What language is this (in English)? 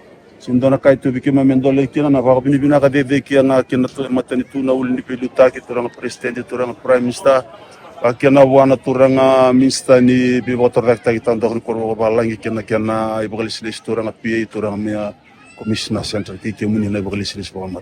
Fijian